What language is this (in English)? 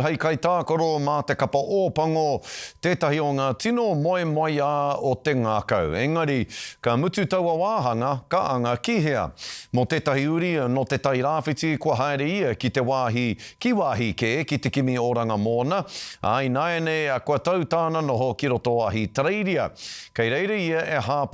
Māori